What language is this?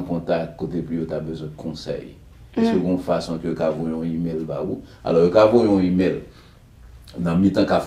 Haitian Creole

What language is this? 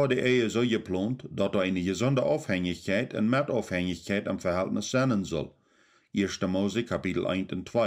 Plautdietsch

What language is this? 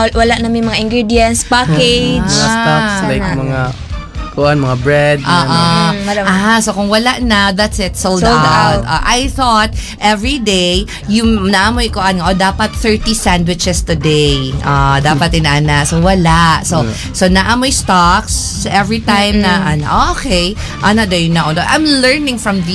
Filipino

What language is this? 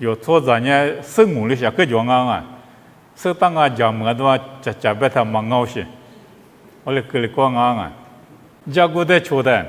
Lisu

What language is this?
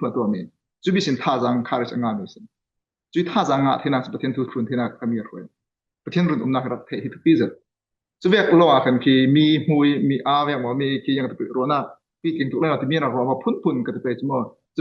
Falam Chin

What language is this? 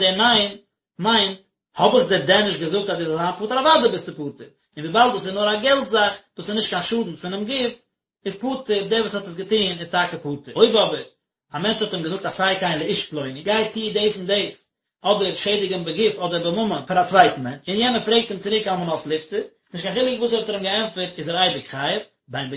Yiddish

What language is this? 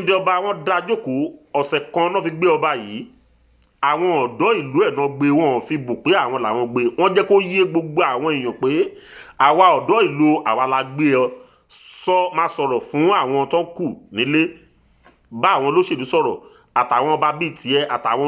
Yoruba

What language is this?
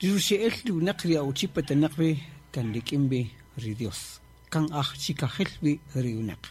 Kaqchikel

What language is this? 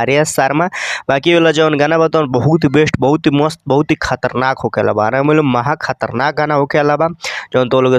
Bhojpuri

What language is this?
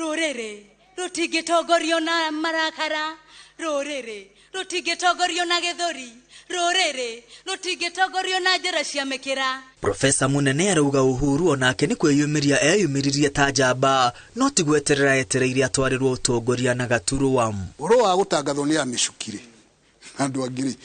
Kikuyu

